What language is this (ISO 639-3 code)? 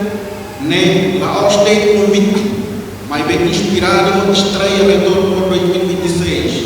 tet